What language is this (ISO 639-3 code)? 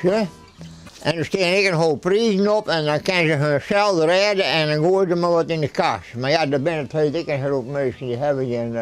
fry